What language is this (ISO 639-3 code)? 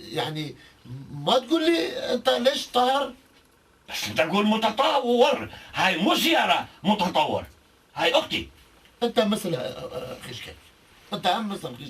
kur